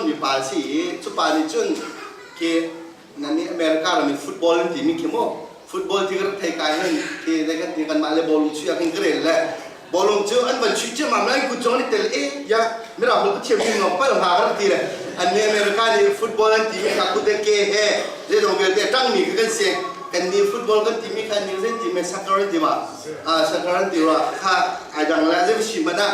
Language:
Hakha Chin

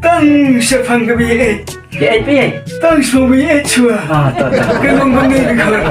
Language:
Khasi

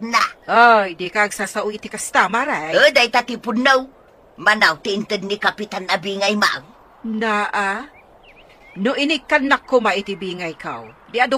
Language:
Iloko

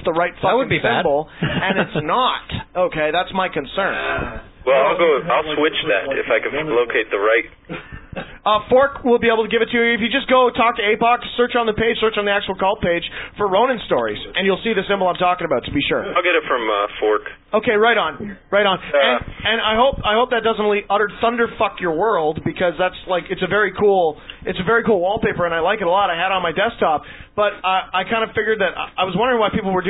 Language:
English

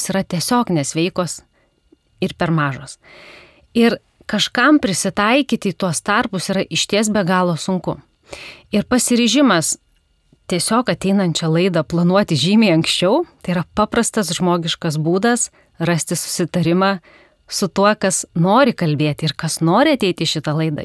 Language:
Lithuanian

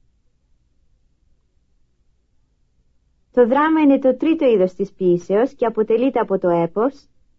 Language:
Greek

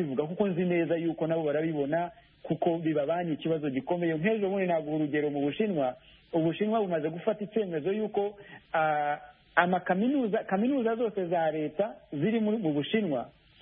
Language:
Kinyarwanda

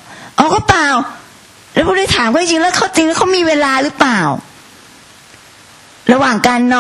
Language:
Thai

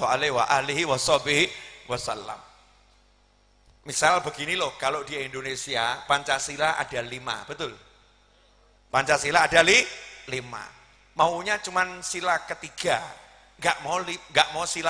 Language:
Indonesian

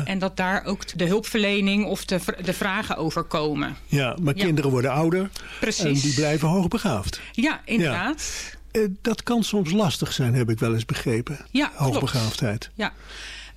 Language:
Dutch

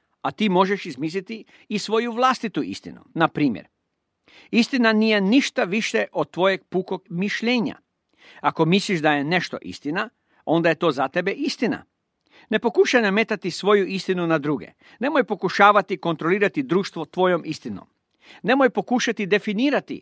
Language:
Croatian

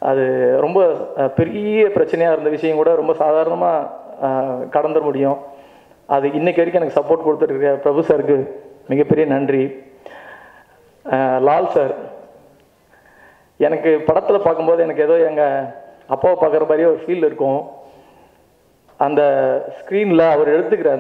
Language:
Tamil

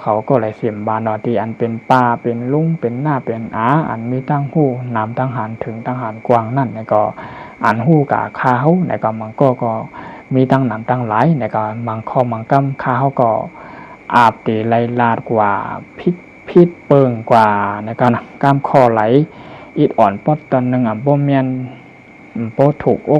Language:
Shan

